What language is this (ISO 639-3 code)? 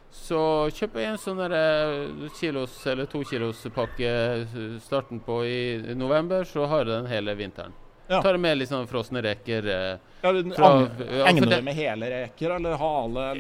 nor